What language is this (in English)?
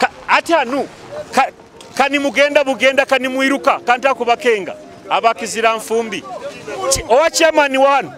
Nyoro